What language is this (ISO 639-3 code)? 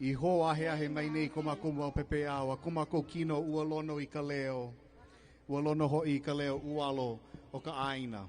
haw